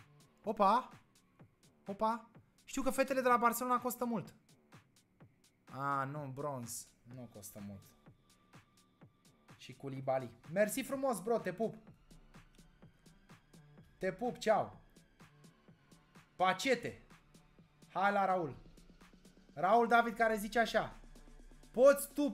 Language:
Romanian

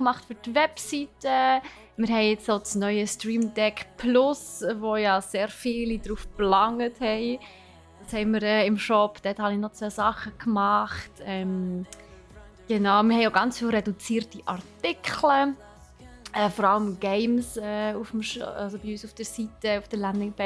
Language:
Swiss German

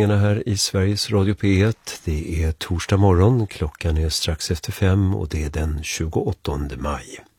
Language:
Swedish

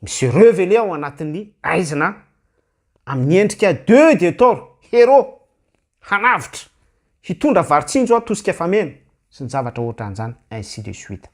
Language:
Malagasy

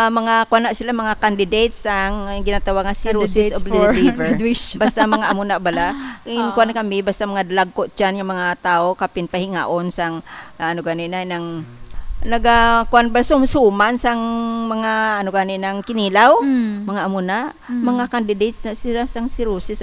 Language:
Hiligaynon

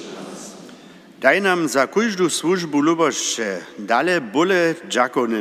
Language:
Upper Sorbian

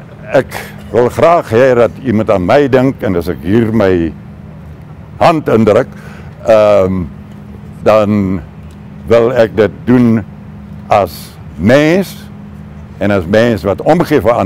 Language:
Afrikaans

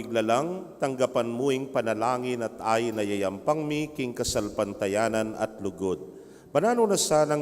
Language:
Pampanga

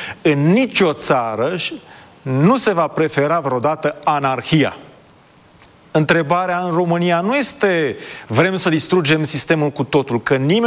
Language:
Romanian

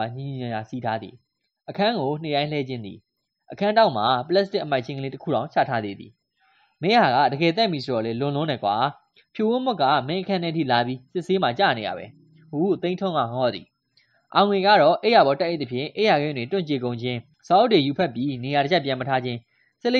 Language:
Burmese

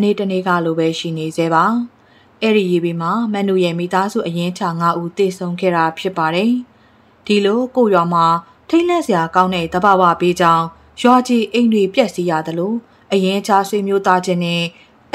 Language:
Burmese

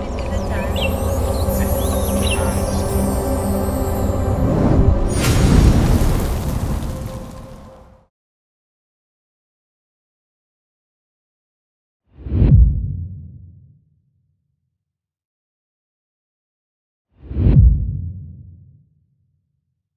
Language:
Kinyarwanda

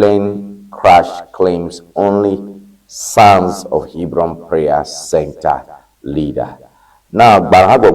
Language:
Ewe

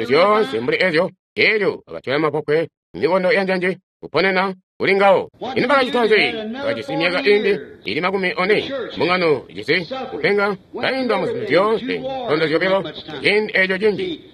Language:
Tonga (Zambia)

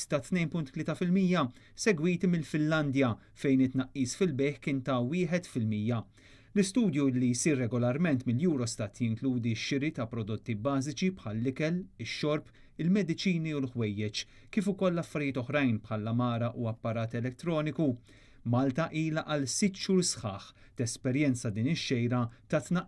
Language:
Maltese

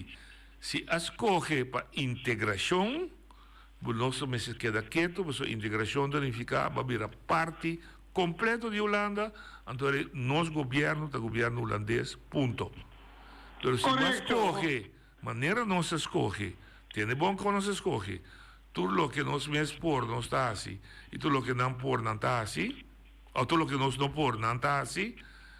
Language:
Papiamento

